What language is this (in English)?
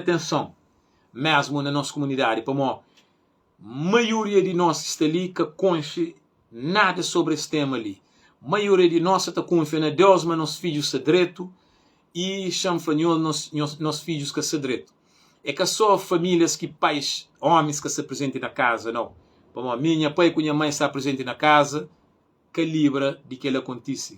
Kabuverdianu